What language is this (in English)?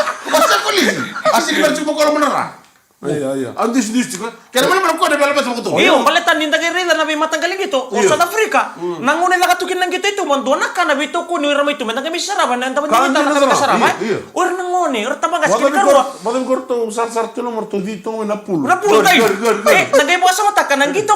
Fijian